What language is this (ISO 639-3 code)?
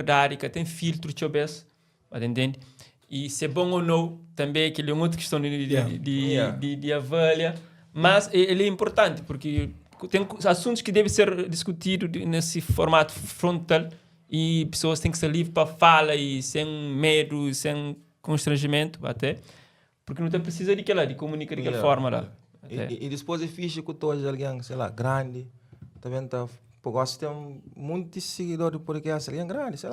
kea